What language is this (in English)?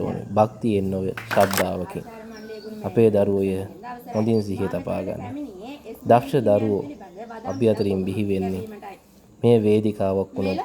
Sinhala